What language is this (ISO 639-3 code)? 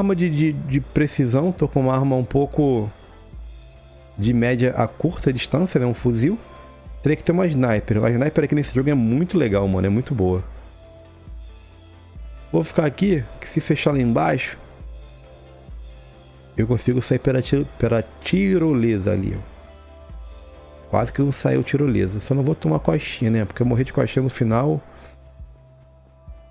por